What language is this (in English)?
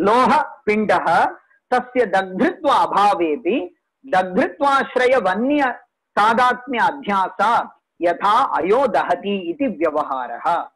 Sanskrit